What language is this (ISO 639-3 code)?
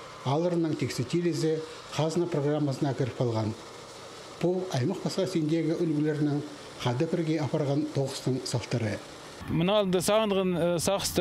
kjh